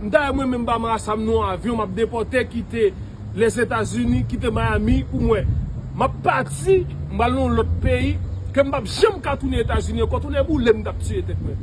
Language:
Haitian Creole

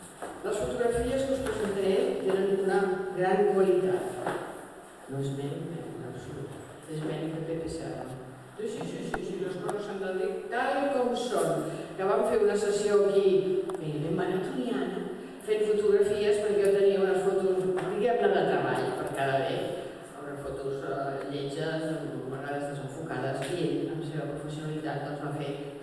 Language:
Catalan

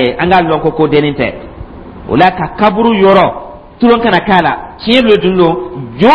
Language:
Dyula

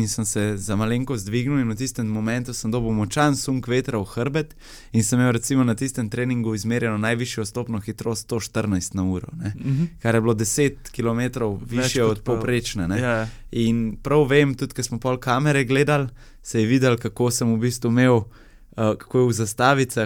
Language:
Slovenian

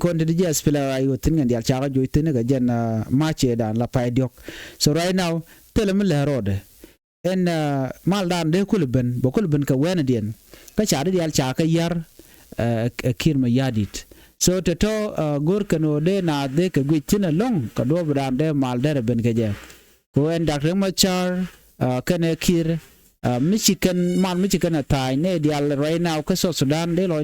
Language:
Nuer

